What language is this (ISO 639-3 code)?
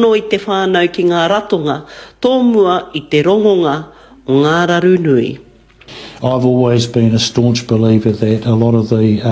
mri